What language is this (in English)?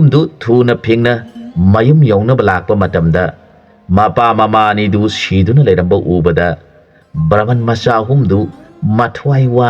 Manipuri